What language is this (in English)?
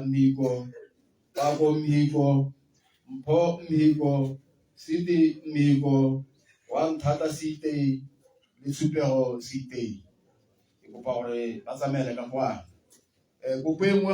Tswana